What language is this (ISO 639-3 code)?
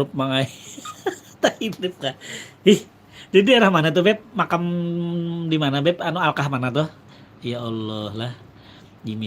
bjn